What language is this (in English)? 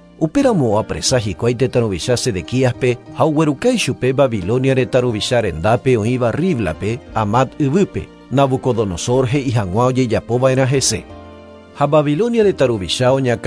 Guarani